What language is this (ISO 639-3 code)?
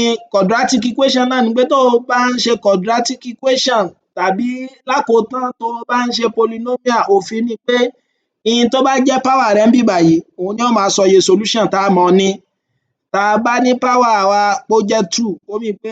yor